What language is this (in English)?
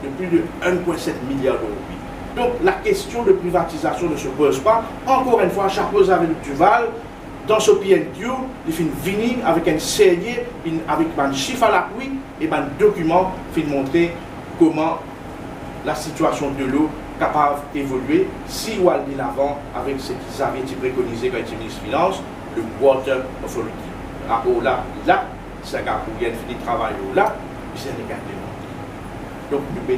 Morisyen